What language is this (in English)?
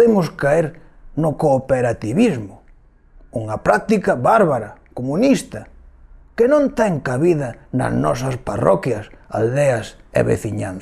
Galician